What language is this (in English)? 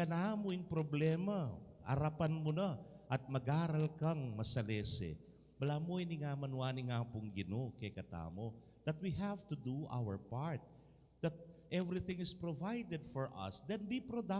Pampanga